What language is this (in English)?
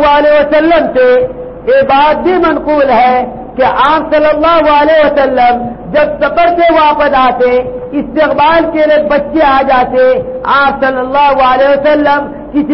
Urdu